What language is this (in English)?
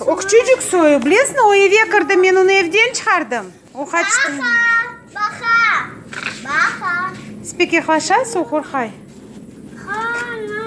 Crimean Tatar